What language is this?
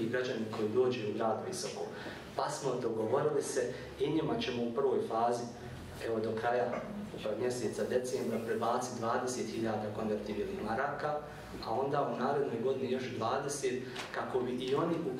Bosnian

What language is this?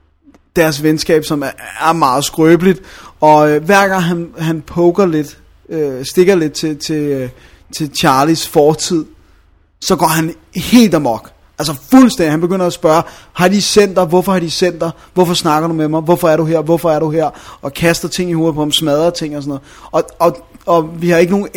Danish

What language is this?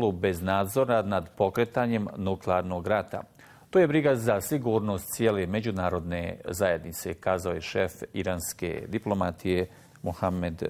Bosnian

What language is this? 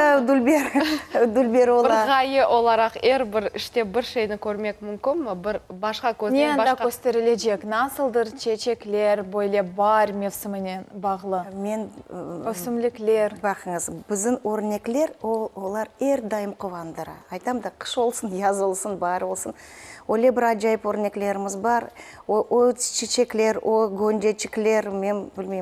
Crimean Tatar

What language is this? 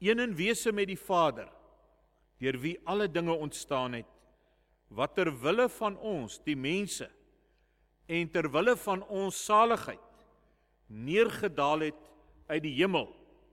Afrikaans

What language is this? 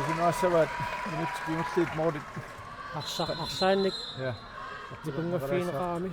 Kalaallisut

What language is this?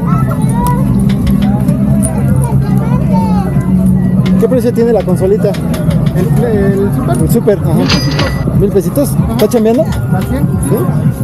Spanish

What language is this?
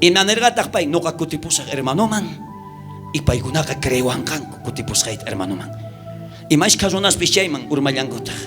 South Bolivian Quechua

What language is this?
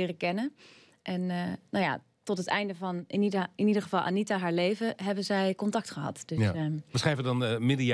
Dutch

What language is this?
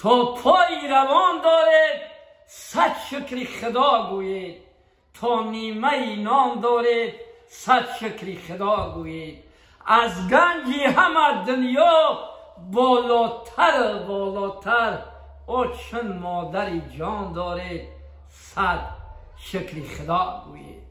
Tajik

